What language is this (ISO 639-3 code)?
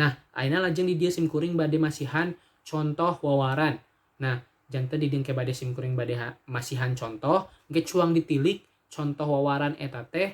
sun